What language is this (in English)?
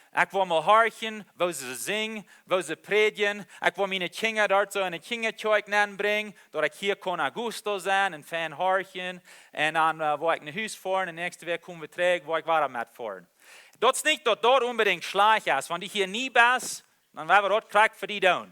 Plautdietsch